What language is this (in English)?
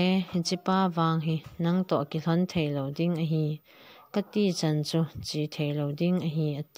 Thado Chin